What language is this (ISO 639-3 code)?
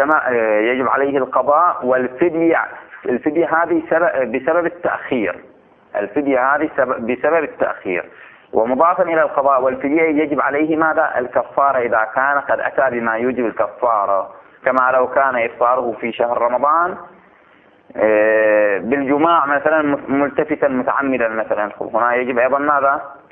ara